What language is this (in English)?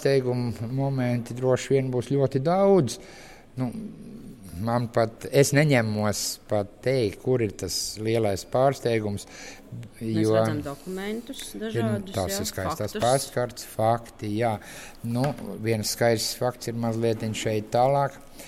Latvian